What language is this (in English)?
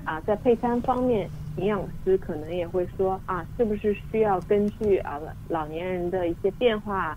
Chinese